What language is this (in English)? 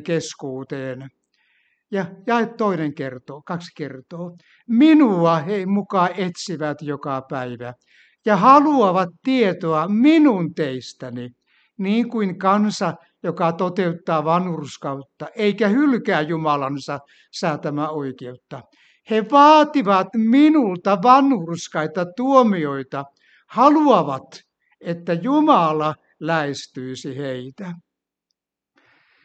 Finnish